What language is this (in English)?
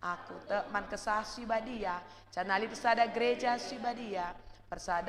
Batak Karo